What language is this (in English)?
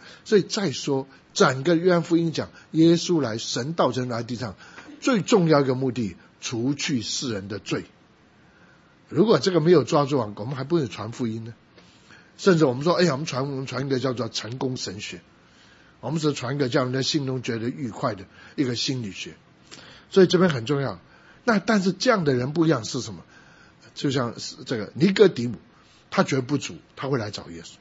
Chinese